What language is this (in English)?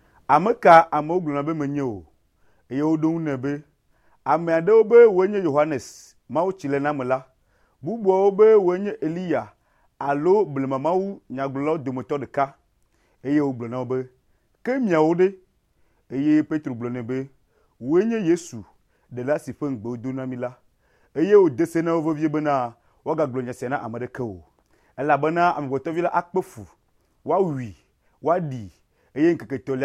Ewe